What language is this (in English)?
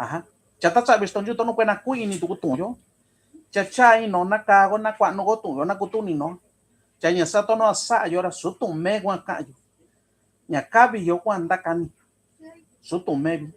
Mixtepec Mixtec